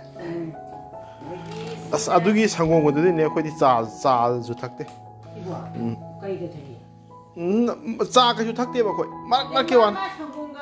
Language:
Manipuri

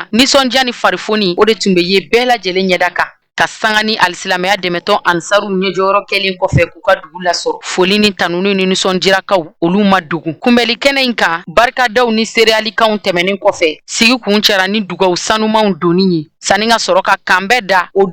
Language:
Bambara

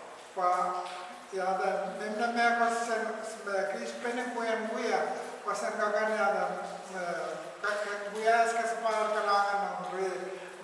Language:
Pohnpeian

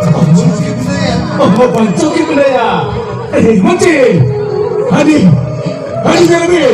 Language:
Santali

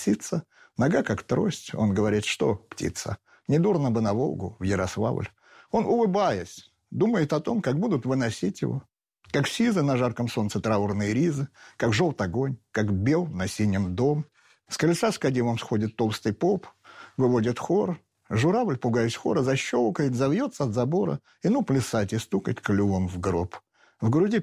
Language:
Russian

